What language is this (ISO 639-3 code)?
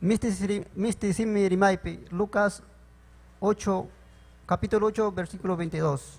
quy